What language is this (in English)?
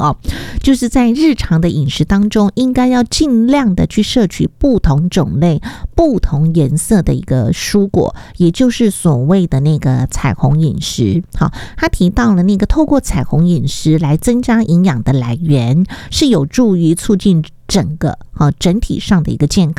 Chinese